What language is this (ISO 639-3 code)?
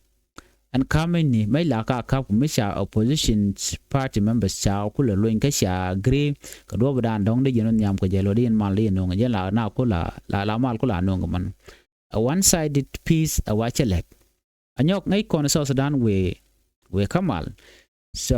nus